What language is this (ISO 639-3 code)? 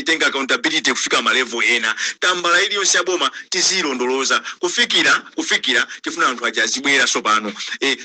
nya